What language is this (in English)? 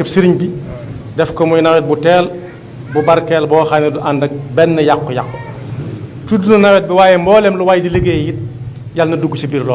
Wolof